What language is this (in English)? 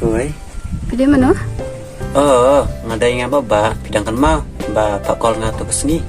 Khasi